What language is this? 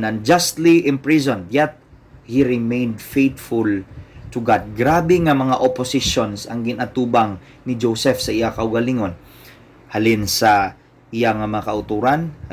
Hiligaynon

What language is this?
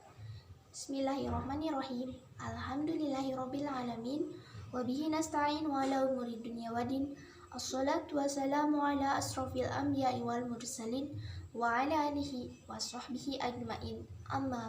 Sundanese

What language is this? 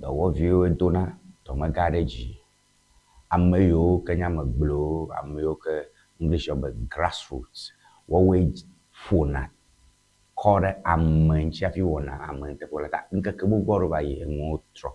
Ewe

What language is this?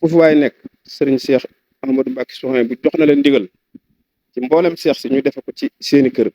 Wolof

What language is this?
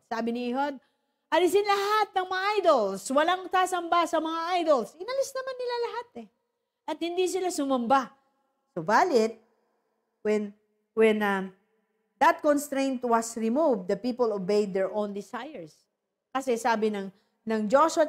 Filipino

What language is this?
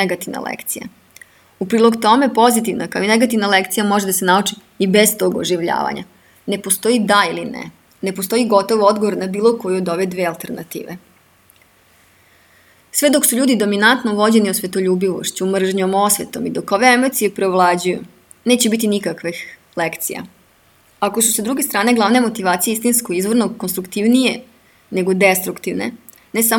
Serbian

